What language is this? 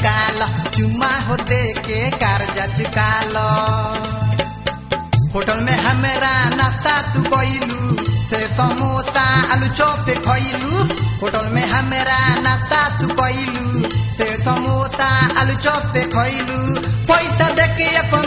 Bhojpuri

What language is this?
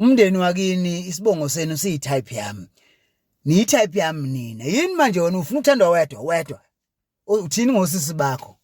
Zulu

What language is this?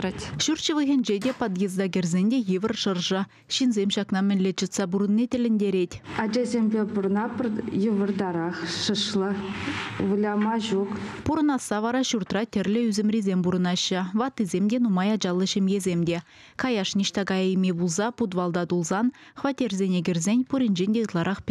Chuvash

